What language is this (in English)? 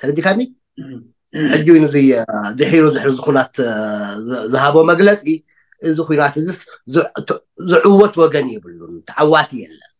Tigrinya